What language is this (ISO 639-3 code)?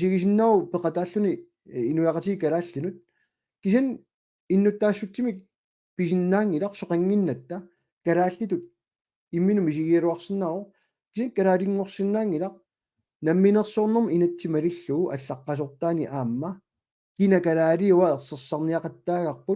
kal